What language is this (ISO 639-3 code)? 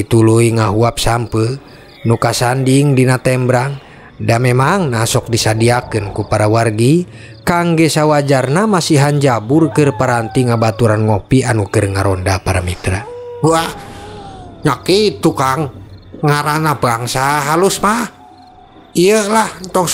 sun